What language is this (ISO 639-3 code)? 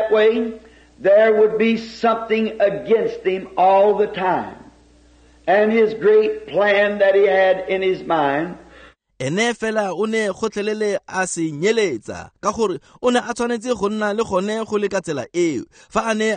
tsn